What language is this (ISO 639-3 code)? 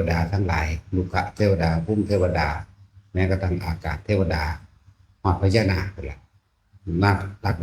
tts